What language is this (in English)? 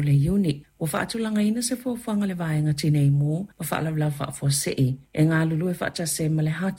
Samoan